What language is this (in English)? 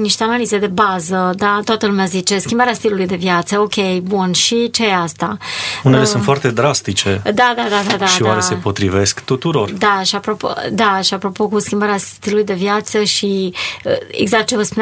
Romanian